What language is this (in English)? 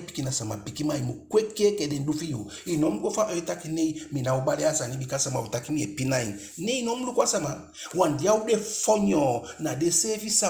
Eastern Maroon Creole